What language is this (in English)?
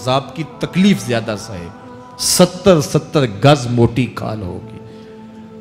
Urdu